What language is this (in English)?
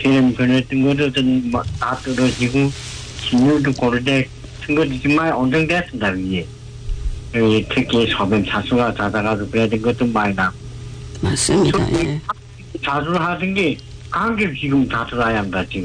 Korean